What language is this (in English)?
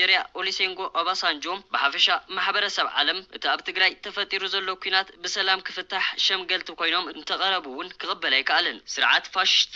Tigrinya